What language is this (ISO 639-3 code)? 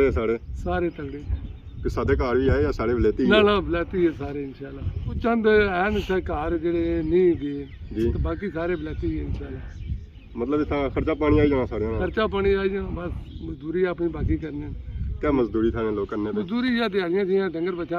phr